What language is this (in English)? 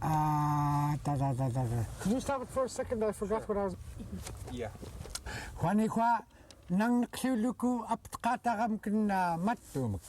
Central Yupik